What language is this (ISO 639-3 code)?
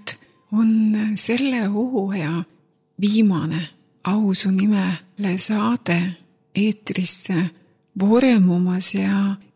est